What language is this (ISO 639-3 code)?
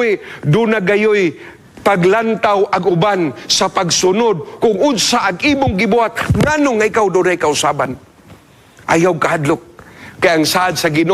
ceb